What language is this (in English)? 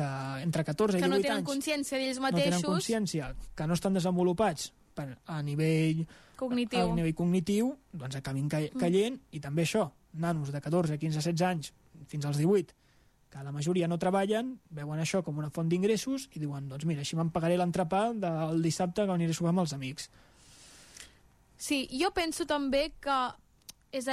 Catalan